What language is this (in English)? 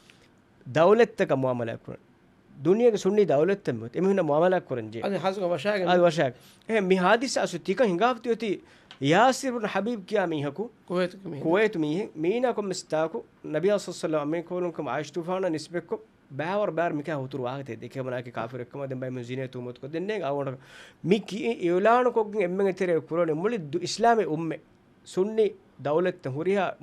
Divehi